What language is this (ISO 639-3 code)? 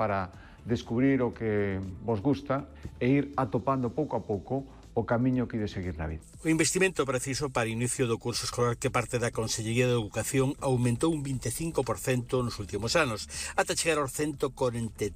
glg